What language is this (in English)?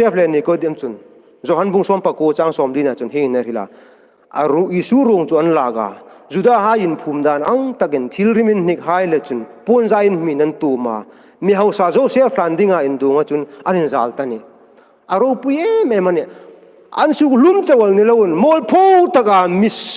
Hmar